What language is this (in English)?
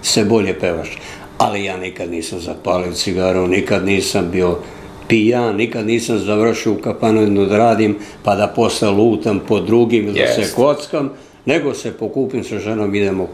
Serbian